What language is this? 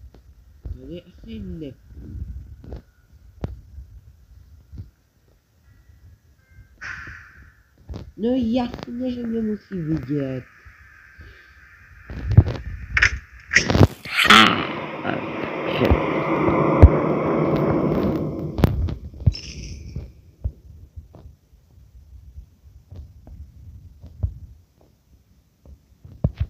Czech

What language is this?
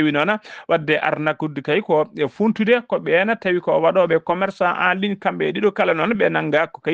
Fula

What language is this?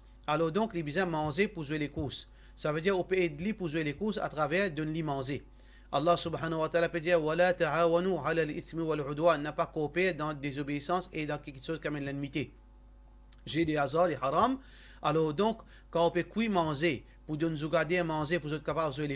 Morisyen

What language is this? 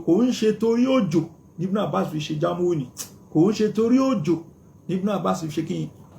Yoruba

